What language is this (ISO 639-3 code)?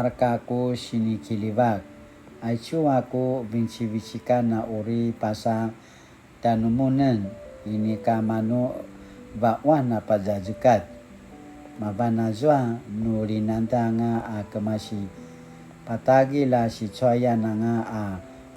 pwn